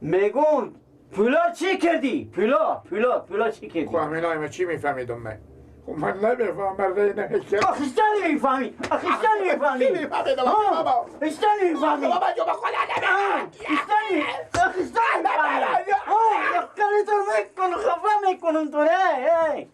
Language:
Persian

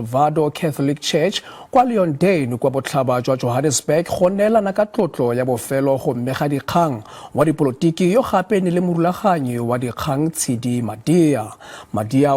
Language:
Tswana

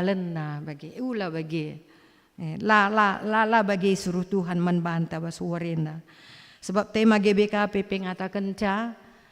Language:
Batak Karo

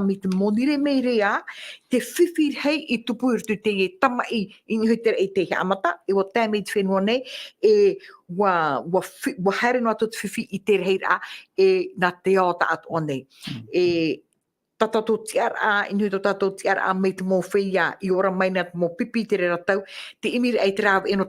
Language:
Tahitian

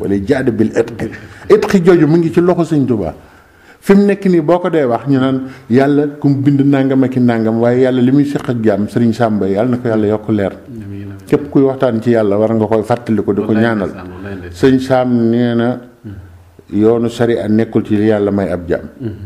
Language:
Wolof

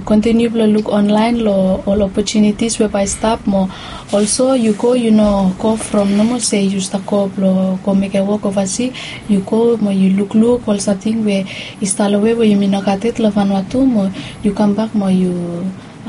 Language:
Bislama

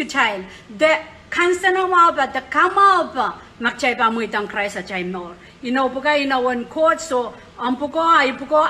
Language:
Pohnpeian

